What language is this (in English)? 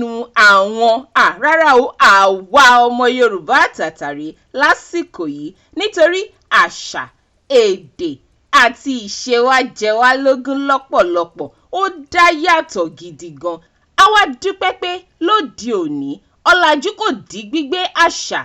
Yoruba